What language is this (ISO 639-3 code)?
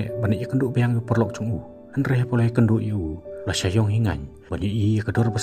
kha